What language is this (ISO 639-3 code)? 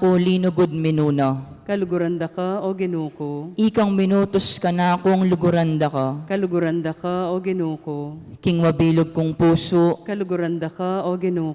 pam